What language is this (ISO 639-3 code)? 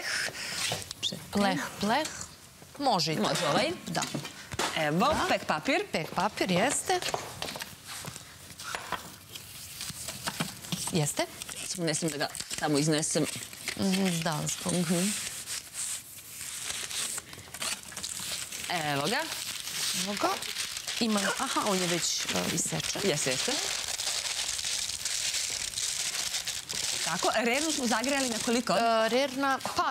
srp